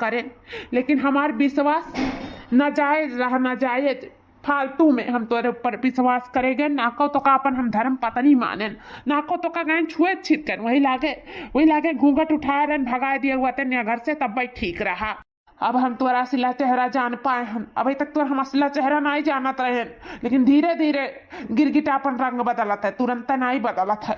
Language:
Awadhi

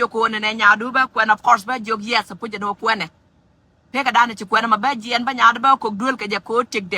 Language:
Nuer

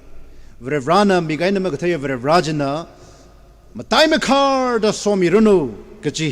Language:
Tangkhul Naga (India)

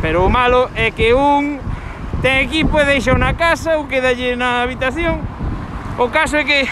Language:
Galician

